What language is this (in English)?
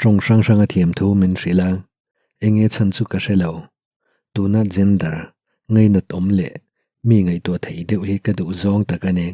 Mizo